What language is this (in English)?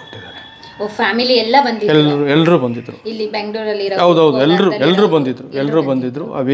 Kannada